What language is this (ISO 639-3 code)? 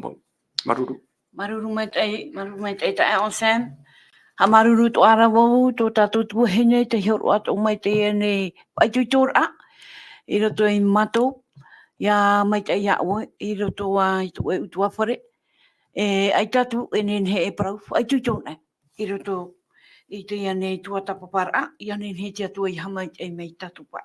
tah